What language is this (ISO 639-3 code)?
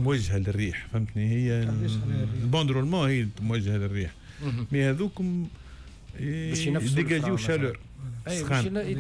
aeb